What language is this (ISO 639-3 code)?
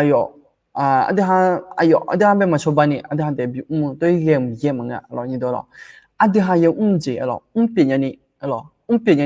ahk